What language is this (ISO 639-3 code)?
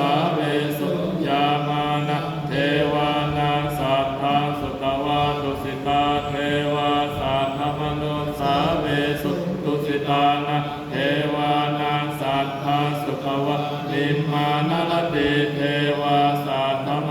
pli